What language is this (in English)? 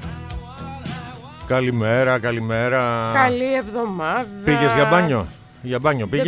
Greek